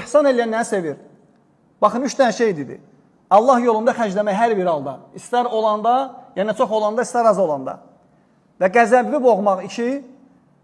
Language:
Azerbaijani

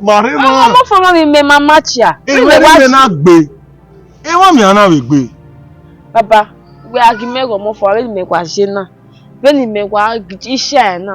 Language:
Bini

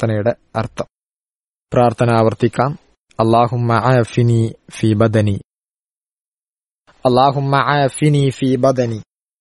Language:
Malayalam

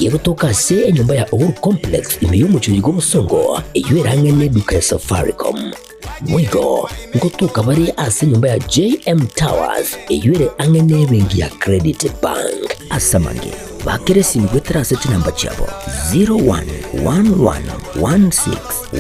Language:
Gusii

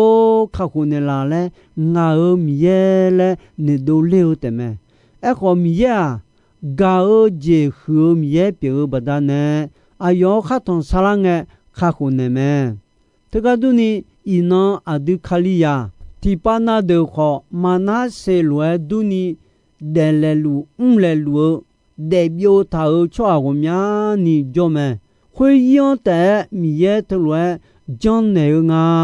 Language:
Akha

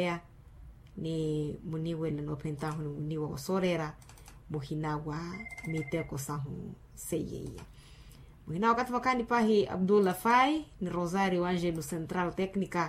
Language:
Makhuwa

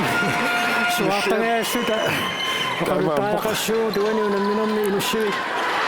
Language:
Kalaallisut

